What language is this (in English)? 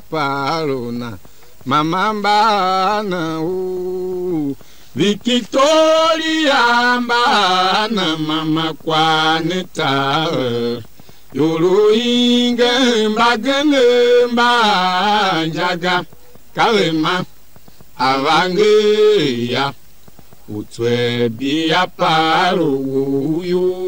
Tiv